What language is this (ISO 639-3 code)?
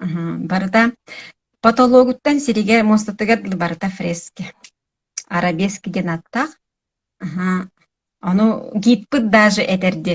sah